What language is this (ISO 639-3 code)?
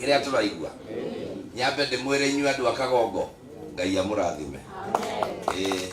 kik